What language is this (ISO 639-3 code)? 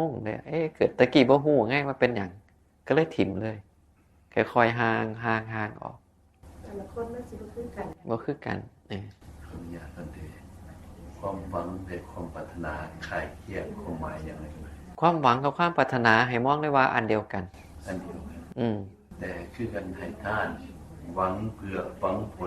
tts